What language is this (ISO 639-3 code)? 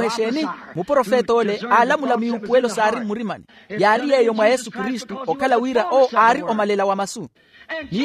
vmw